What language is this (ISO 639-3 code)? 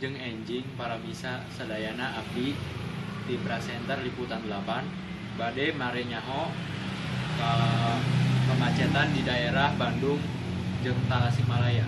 sun